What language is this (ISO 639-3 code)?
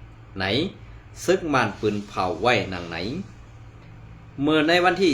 shn